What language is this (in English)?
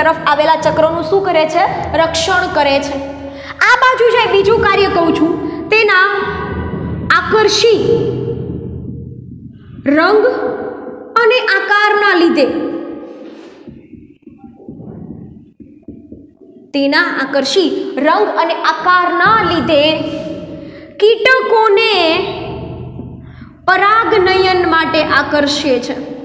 Gujarati